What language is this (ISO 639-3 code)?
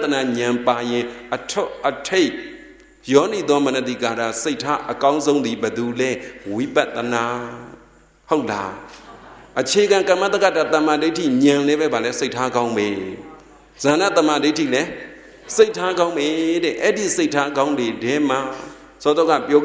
mya